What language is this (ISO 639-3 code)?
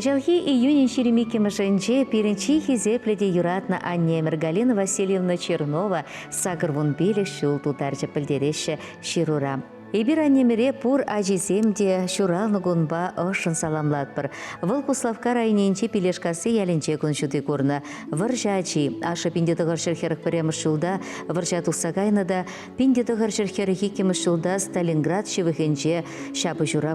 chv